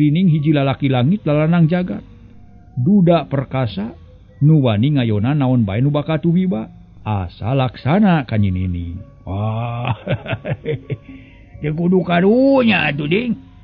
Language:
Sundanese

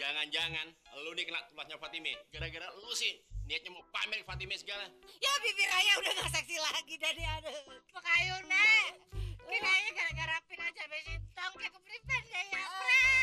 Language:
Betawi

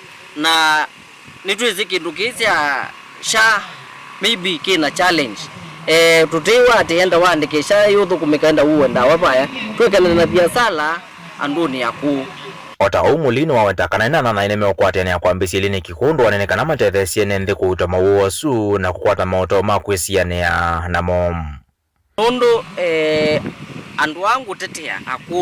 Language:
Kamba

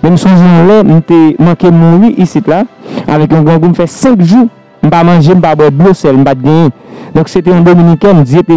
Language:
Haitian Creole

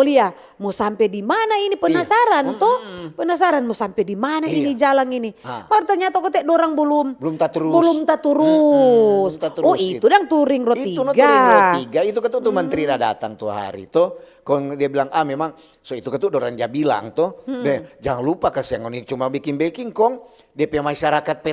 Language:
Manado Malay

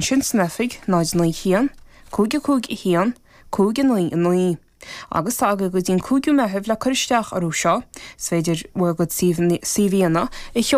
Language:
Irish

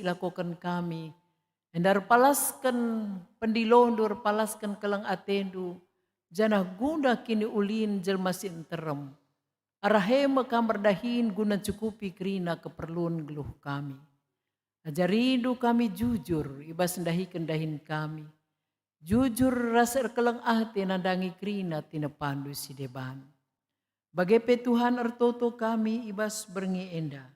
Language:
Batak Karo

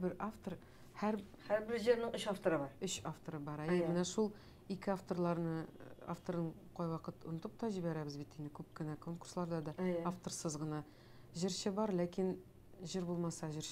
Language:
Tatar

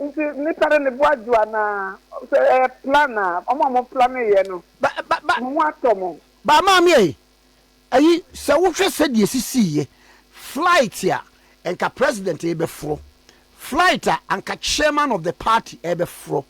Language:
Akan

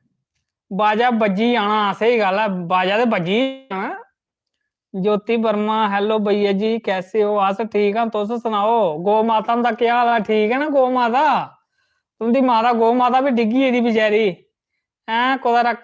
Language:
Dogri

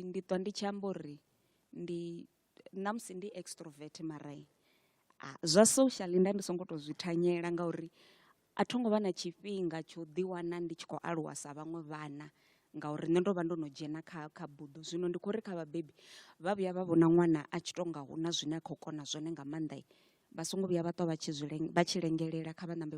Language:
Venda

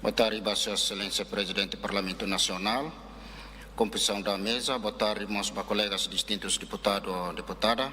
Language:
Tetum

